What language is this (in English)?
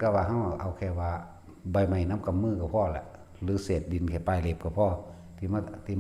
Northeastern Thai